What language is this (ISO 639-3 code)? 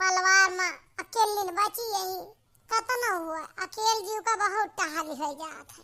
awa